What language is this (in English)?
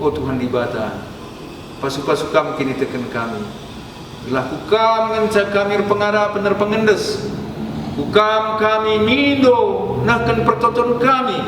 Batak Karo